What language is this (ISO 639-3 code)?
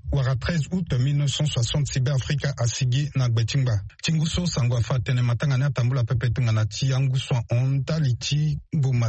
sag